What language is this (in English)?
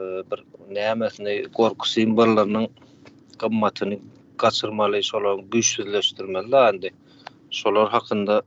Turkmen